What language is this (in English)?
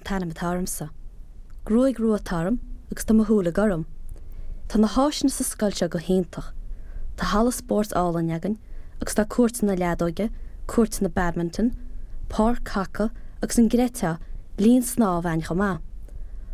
Irish